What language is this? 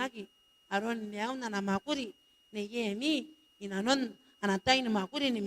Gilbertese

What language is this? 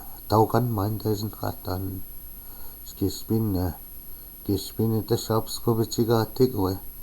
Chippewa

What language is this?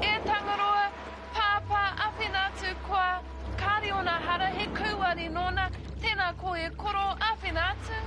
Māori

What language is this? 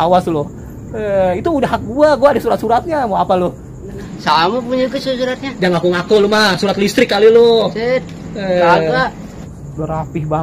Betawi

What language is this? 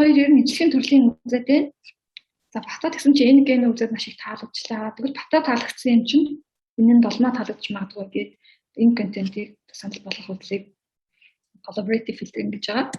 Mongolian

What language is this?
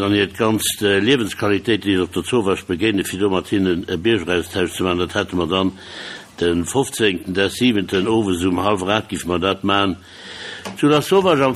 Luxembourgish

